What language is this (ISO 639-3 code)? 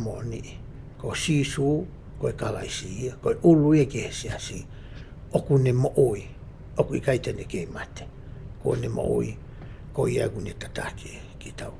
ton